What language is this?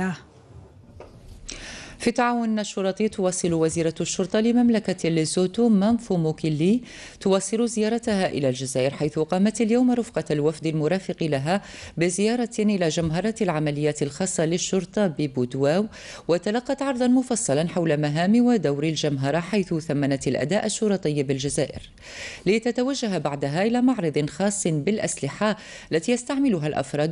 Arabic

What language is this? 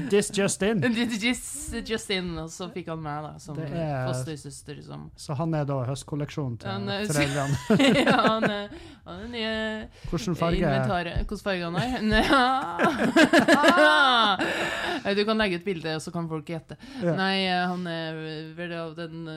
Norwegian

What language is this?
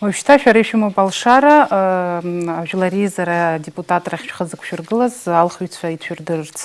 Abkhazian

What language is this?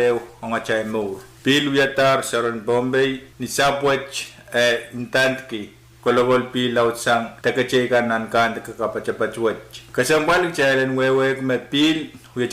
Pohnpeian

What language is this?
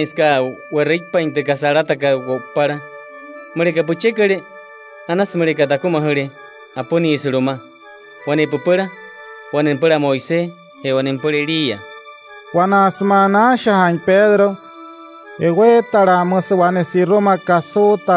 Wayuu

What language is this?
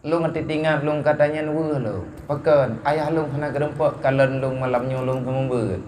Achinese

